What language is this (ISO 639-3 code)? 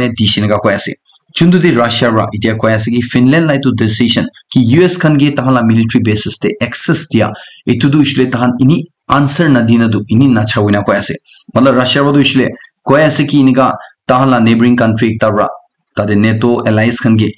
nag